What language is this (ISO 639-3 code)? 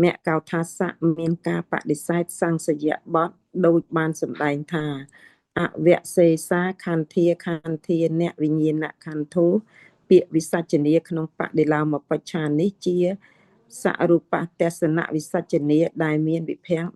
khm